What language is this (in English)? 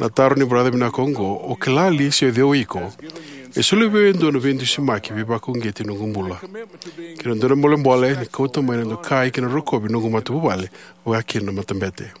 Fijian